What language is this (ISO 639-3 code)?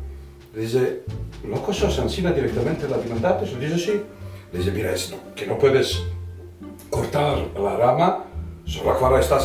lad